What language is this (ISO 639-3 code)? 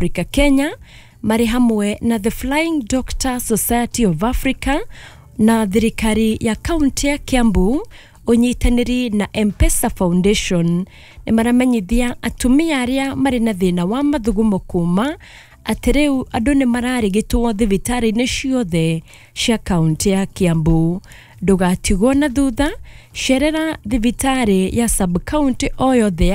kik